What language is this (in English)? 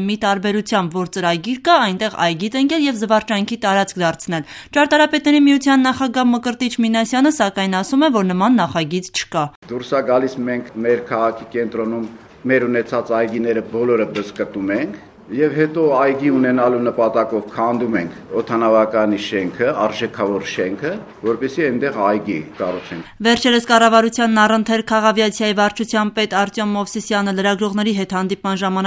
Armenian